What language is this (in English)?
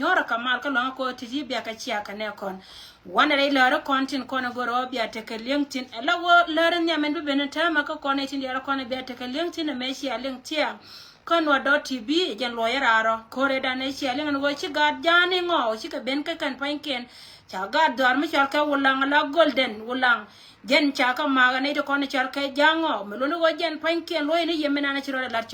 Nuer